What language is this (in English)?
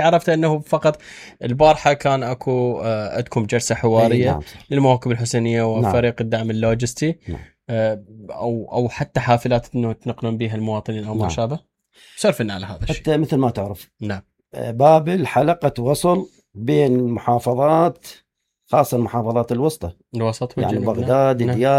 Mesopotamian Arabic